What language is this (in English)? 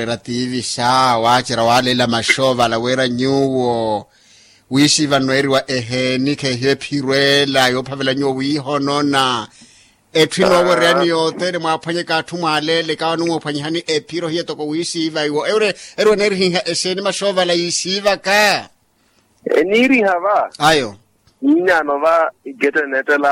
Makhuwa